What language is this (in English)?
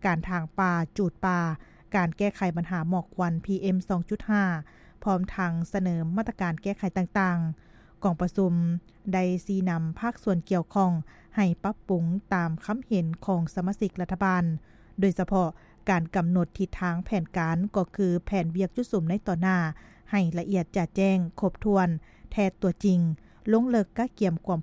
Lao